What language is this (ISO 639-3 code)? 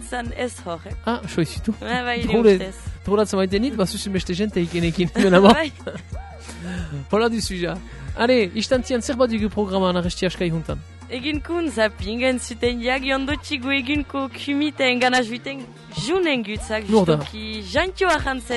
eus